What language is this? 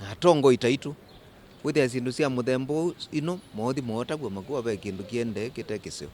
Kamba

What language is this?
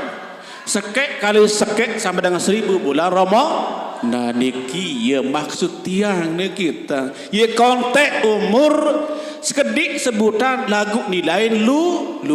Sasak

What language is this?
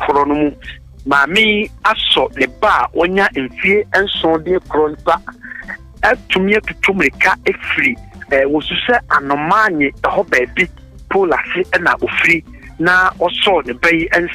Akan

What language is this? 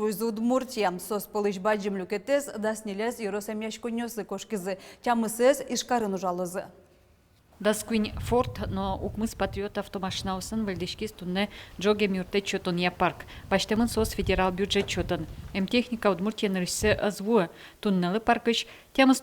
Udmurt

